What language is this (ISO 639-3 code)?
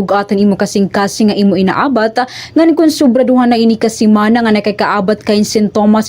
war